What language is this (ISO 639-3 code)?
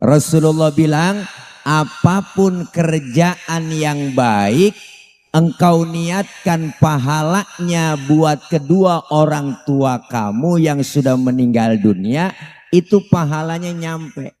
bew